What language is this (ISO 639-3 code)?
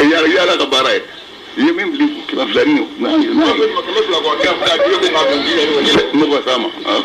bam